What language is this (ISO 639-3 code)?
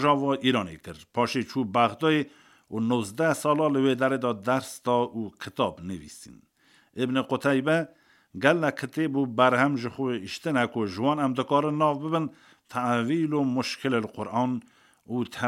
kur